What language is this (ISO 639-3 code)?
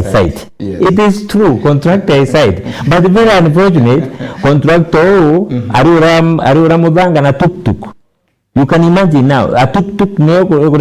mer